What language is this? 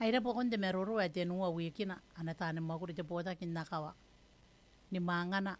Gilbertese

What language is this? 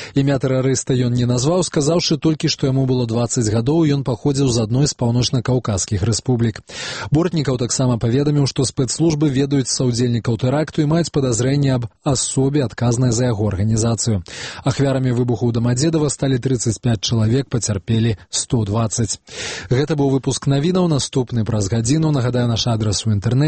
Belarusian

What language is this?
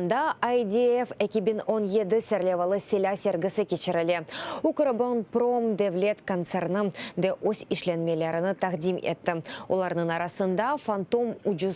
Crimean Tatar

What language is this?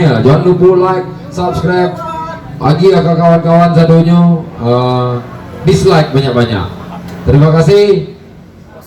Minangkabau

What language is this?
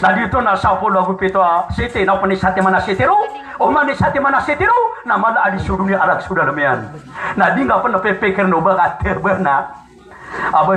Maranao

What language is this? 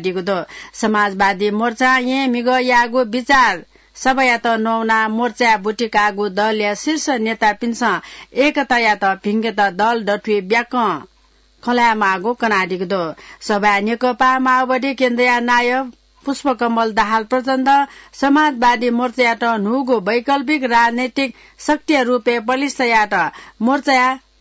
Newari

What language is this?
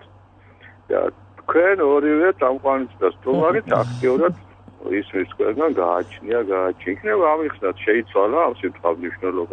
Georgian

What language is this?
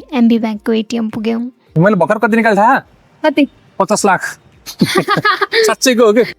Nepali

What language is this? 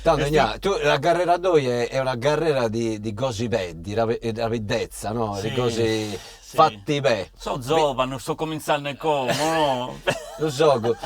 Sardinian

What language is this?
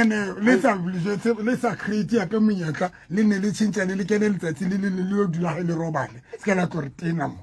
Southern Sotho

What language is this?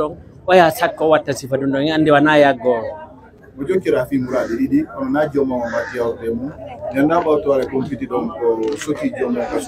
Pular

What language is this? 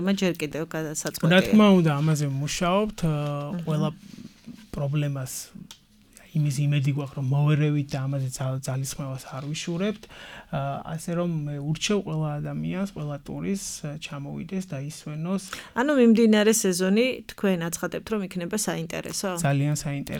Georgian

